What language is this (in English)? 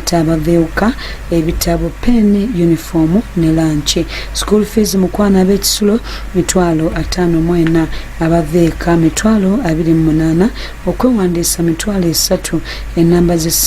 Ganda